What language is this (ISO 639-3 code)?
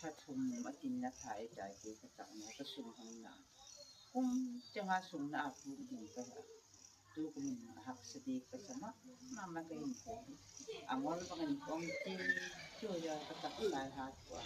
gnb